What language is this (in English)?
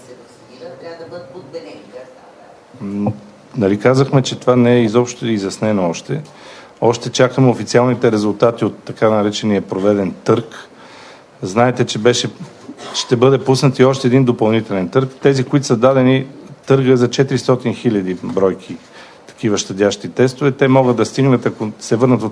Bulgarian